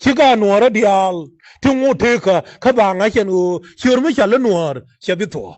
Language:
Nuer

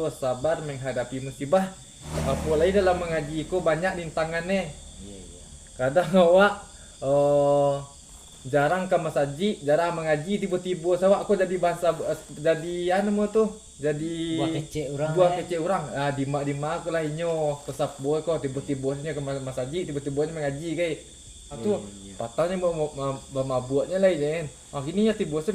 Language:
Minangkabau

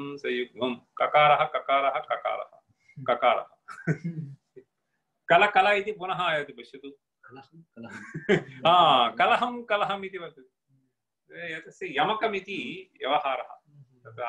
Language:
Sanskrit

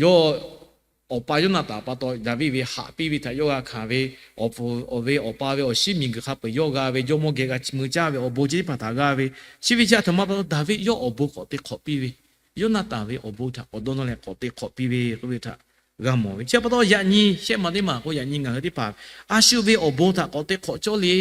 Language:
Lahu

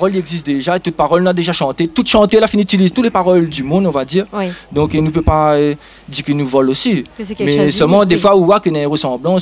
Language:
Réunion Creole French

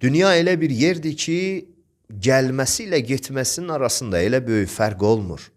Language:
Azerbaijani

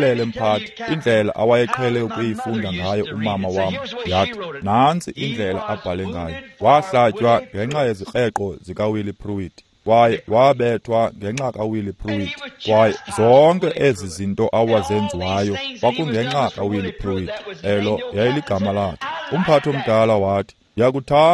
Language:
Xhosa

